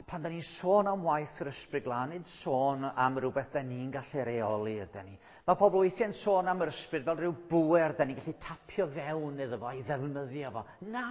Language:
Welsh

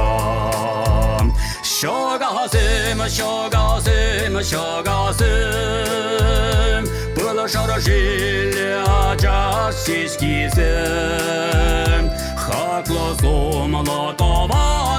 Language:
Chuvash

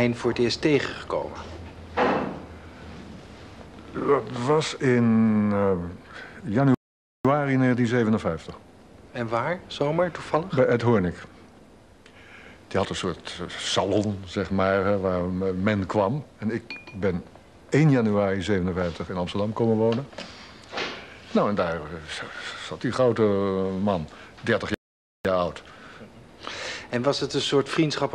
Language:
Dutch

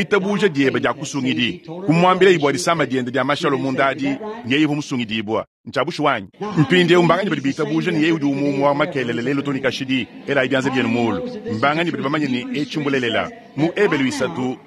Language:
Luba-Lulua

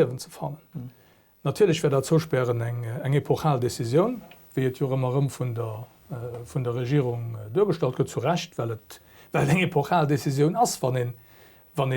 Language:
Luxembourgish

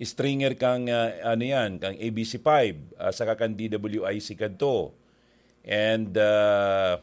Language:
Bikol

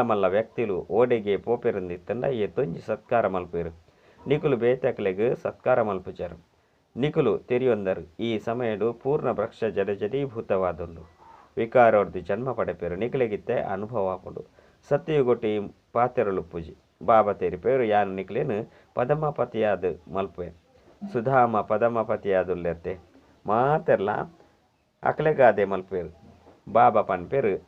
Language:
Tulu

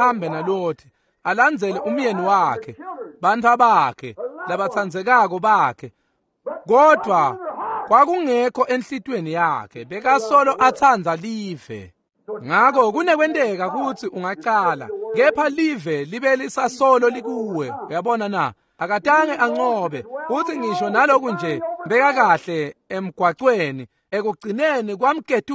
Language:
Swati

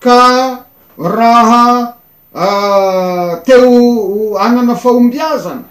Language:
Malagasy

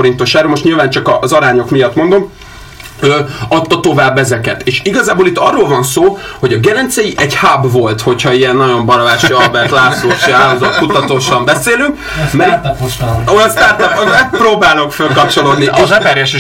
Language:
Hungarian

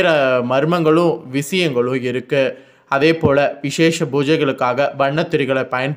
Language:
Tamil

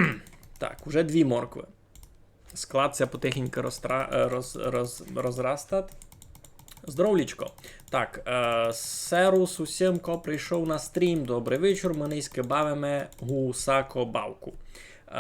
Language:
Rusyn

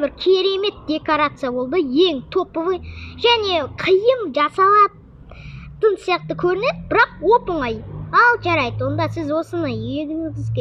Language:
Kazakh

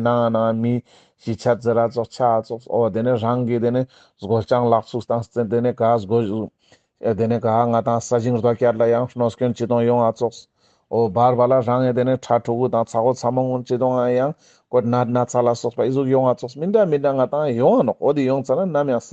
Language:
Ladakhi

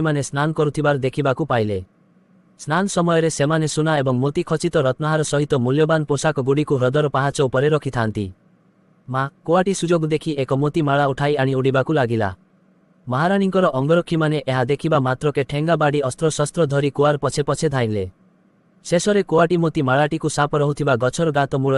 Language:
Odia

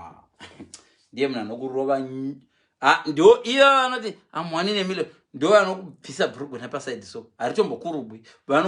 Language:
Shona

